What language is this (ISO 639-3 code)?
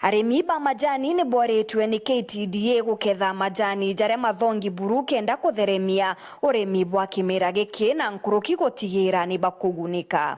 mer